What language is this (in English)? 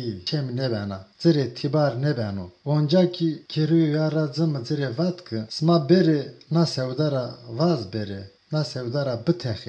Zaza